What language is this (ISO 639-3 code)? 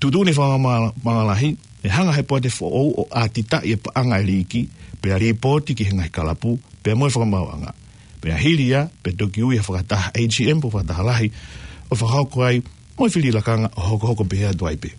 ton